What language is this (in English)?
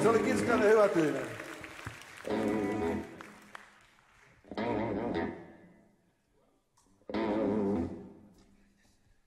Finnish